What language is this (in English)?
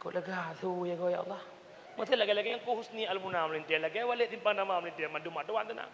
Achinese